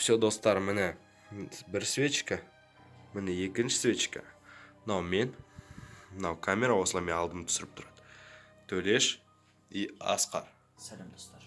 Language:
Kazakh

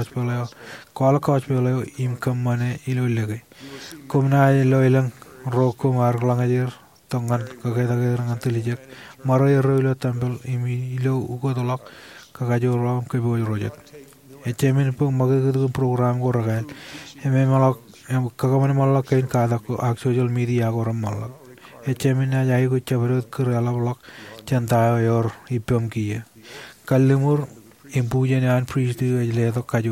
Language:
Marshallese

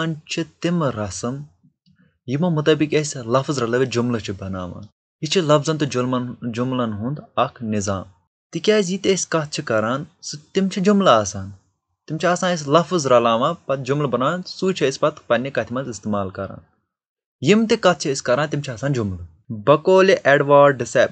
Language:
Kashmiri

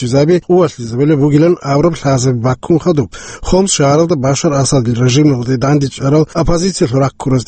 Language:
Avaric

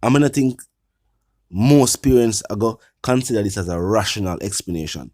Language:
Jamaican Creole English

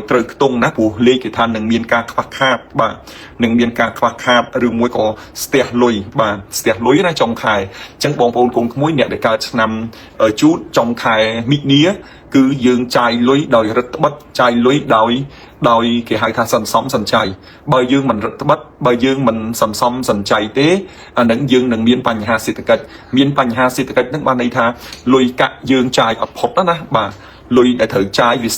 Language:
Khmer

